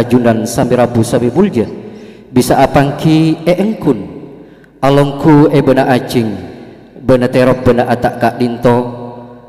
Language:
Madurese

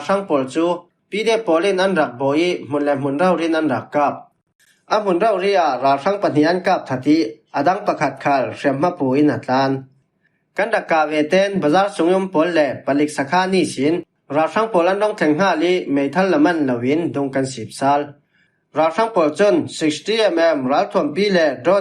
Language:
Falam Chin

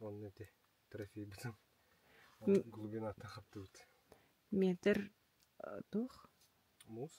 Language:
Yakut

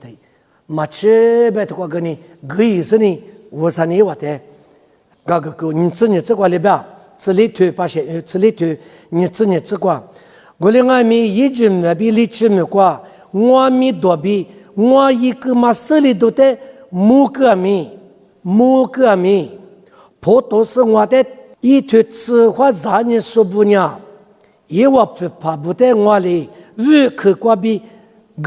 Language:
Lisu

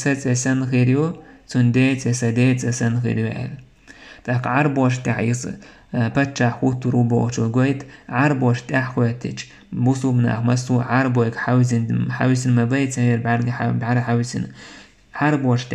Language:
Chechen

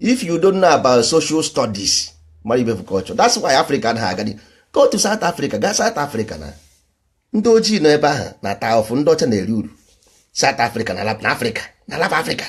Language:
Igbo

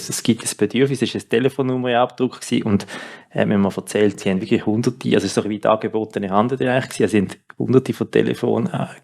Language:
Swiss German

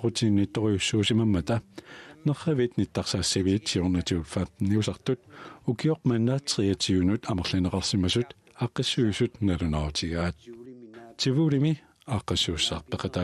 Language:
Kalaallisut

